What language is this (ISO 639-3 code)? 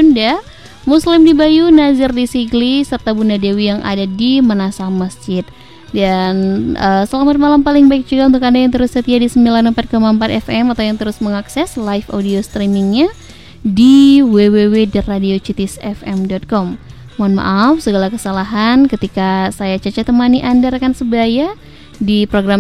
ind